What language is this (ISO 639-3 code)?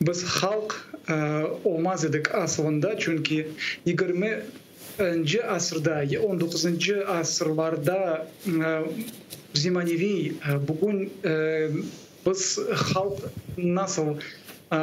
crh